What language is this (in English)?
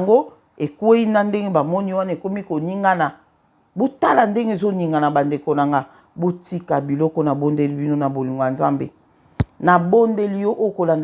Lingala